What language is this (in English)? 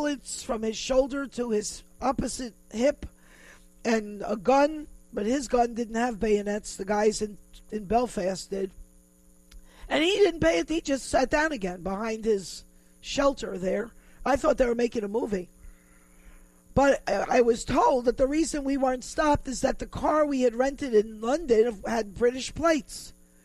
English